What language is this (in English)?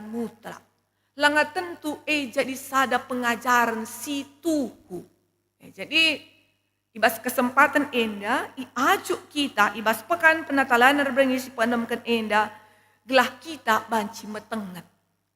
Batak Karo